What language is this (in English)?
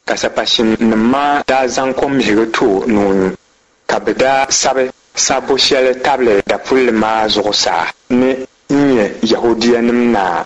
Dagbani